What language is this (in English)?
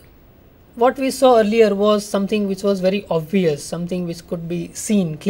English